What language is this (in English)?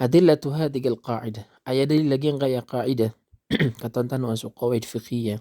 Maranao